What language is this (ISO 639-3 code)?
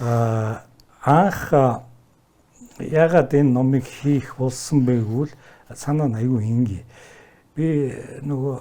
mon